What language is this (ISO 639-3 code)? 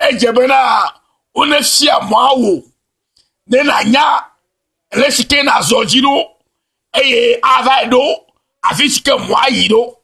ewe